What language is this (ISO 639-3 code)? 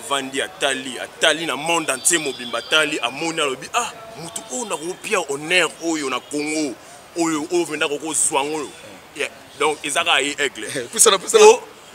lin